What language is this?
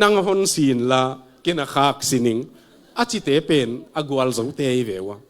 Tedim Chin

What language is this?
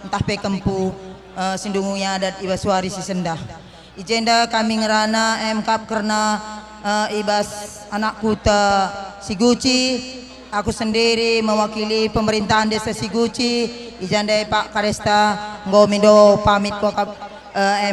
Batak Karo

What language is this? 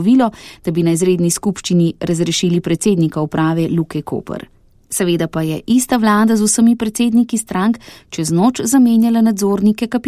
Slovenian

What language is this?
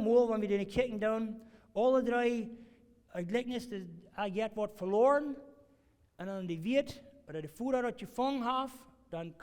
Plautdietsch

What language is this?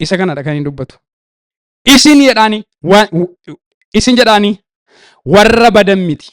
Oromo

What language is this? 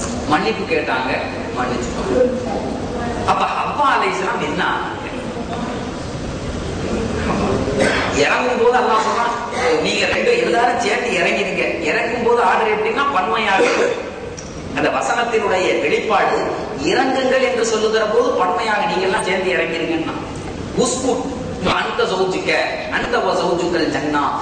Tamil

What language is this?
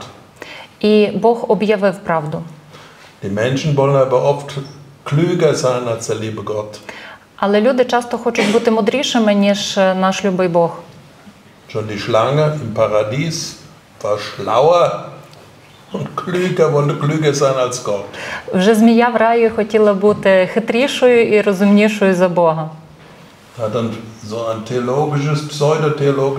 Ukrainian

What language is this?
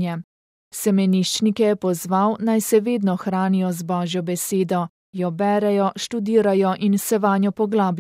Slovenian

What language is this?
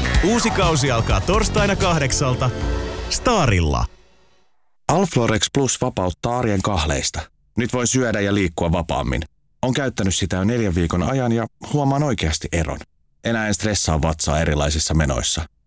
Finnish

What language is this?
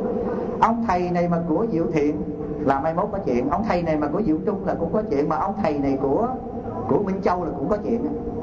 Vietnamese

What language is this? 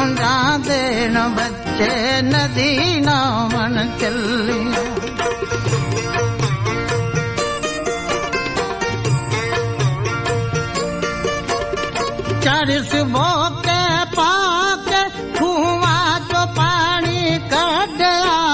Punjabi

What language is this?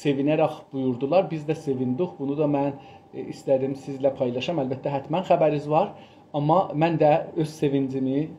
South Azerbaijani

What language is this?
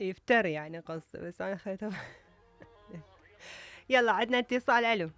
Mesopotamian Arabic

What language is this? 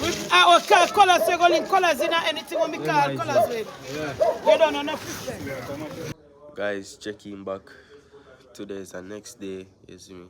Jamaican Creole English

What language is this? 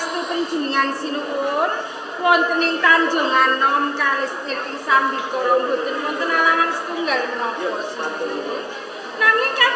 Javanese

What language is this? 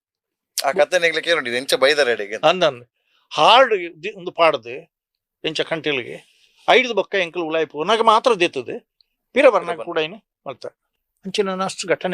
Tulu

